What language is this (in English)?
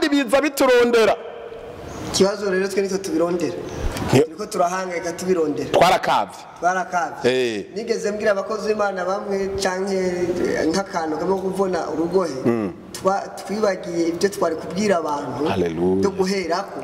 Rundi